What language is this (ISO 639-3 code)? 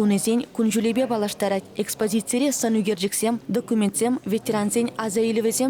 chv